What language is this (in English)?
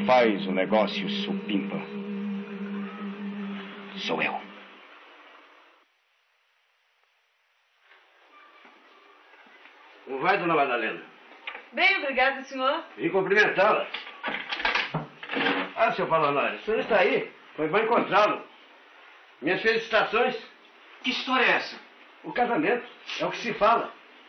Portuguese